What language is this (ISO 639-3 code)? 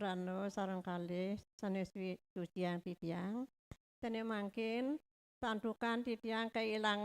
ban